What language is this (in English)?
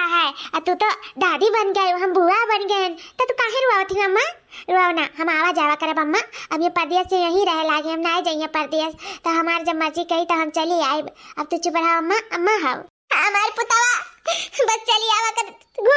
Awadhi